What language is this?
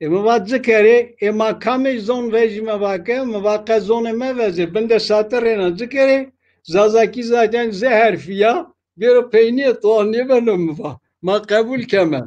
Zaza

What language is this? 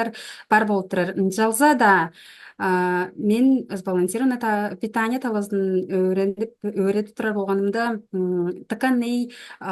Tuvinian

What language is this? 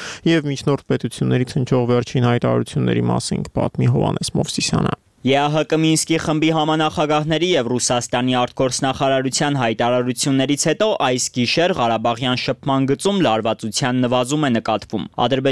Armenian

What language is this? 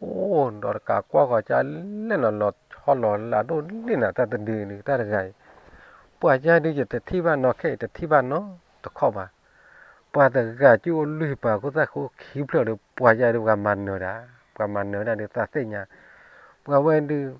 S'gaw Karen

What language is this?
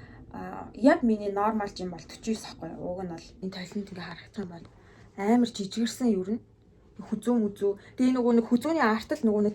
Mongolian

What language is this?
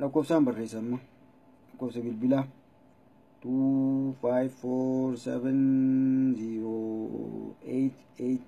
Oromo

